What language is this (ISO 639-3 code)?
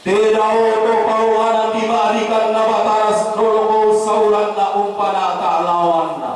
sda